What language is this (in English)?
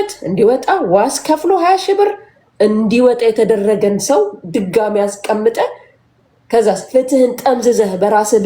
Amharic